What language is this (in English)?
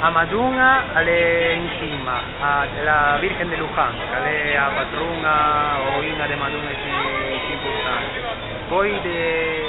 Ligurian